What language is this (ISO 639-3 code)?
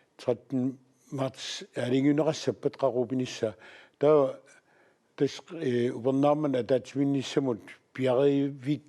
kal